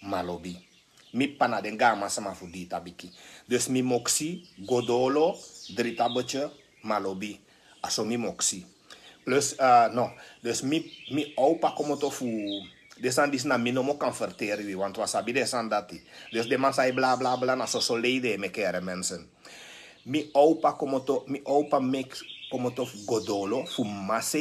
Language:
Sranan Tongo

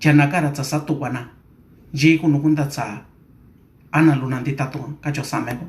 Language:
Mixtepec Mixtec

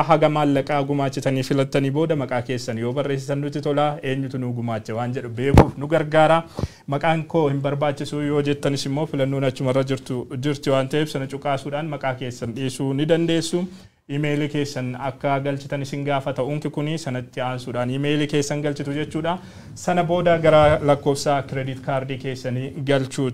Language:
Oromo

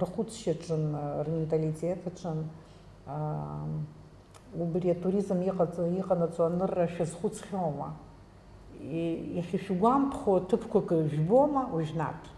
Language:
Abkhazian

